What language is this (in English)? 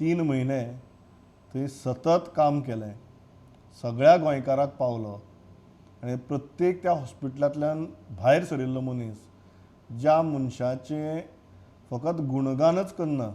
Konkani